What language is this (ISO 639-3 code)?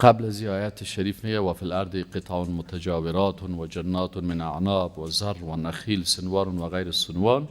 fas